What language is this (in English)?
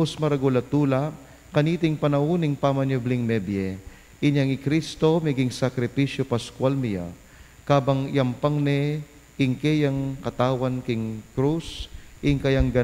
Pampanga